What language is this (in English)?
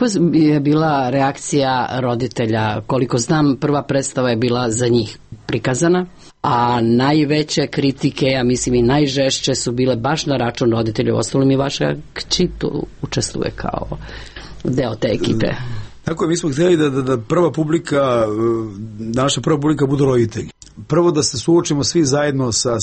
Serbian